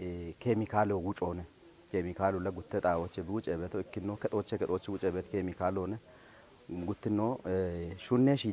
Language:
Kafa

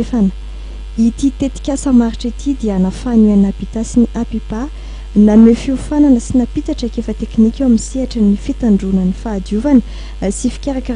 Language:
Malagasy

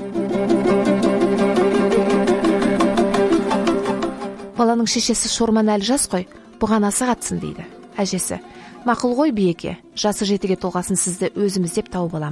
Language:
Kazakh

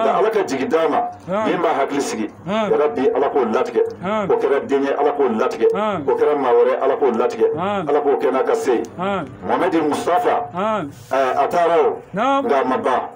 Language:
Bambara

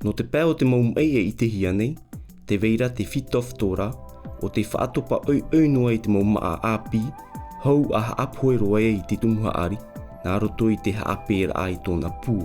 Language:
Tahitian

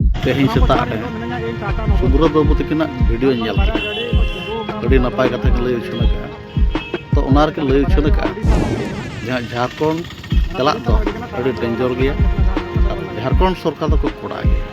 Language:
Santali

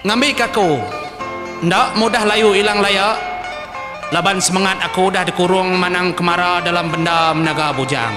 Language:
Iban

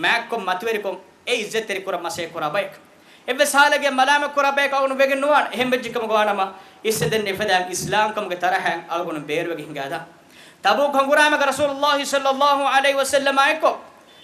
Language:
Divehi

